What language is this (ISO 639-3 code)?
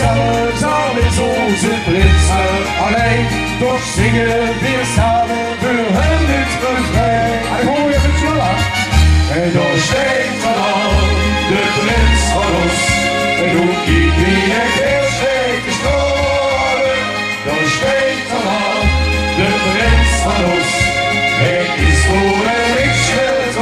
lim